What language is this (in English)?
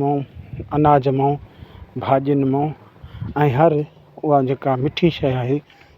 Sindhi